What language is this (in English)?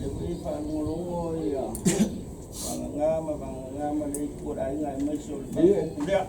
Samoan